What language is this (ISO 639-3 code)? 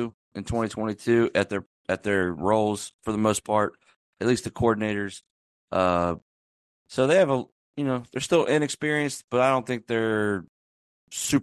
eng